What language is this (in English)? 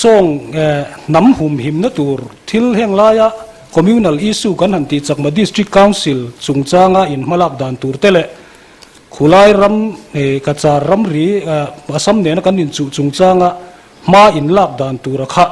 Mizo